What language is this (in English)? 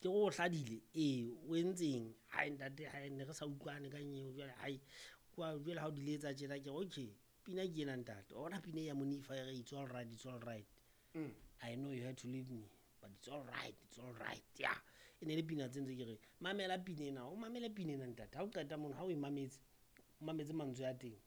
Southern Sotho